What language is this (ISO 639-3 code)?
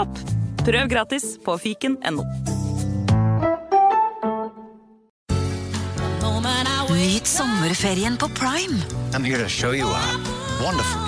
nor